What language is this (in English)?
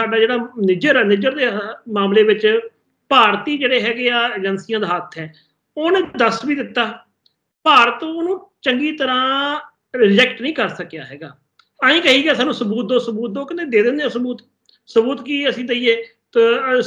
Punjabi